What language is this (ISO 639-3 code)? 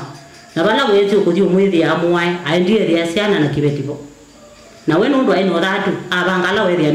kam